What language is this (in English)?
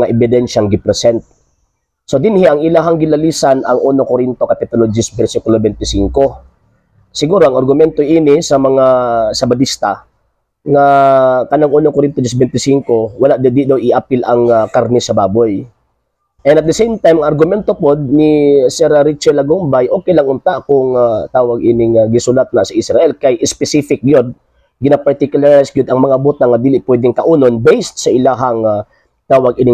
Cebuano